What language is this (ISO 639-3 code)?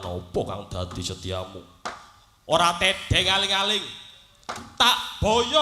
jav